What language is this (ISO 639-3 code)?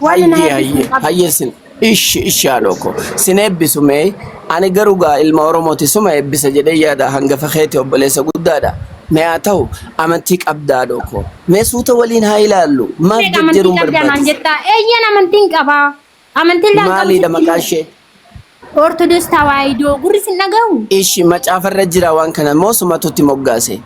orm